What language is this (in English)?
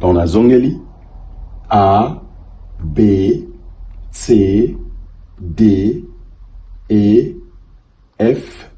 Lingala